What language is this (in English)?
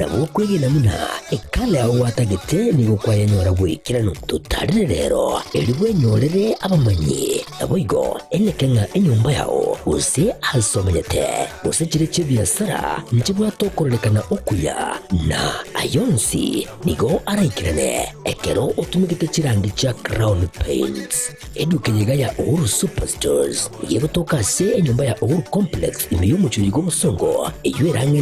Gusii